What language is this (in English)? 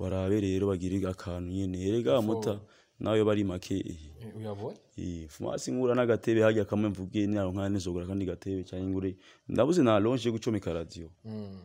Rundi